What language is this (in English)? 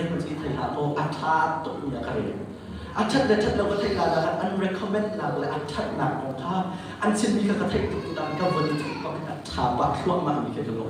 Hakha Chin